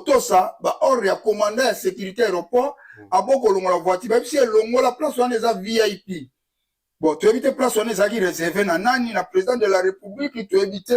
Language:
Lingala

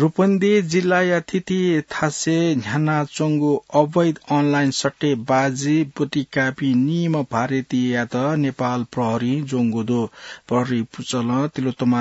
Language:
Newari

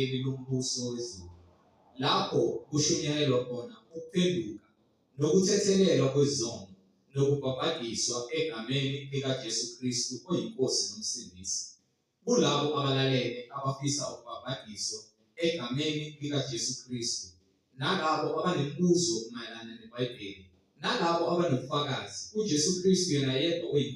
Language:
Zulu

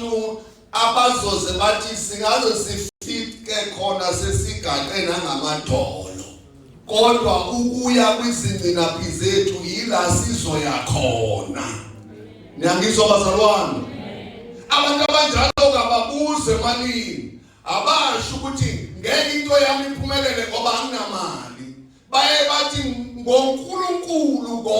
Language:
Zulu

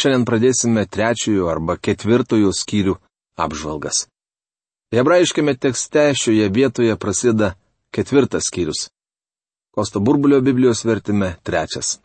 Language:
Lithuanian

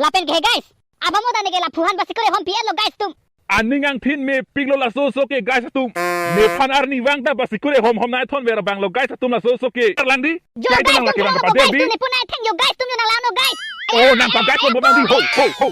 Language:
Karbi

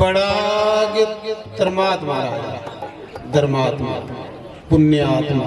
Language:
Dogri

